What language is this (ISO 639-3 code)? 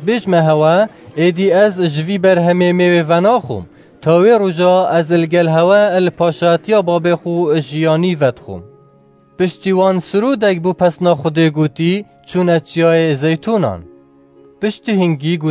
kur